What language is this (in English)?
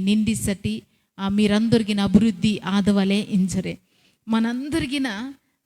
Koya